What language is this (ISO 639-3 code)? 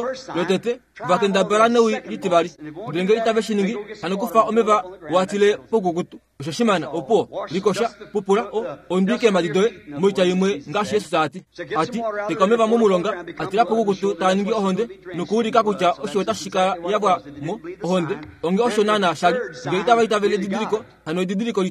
kua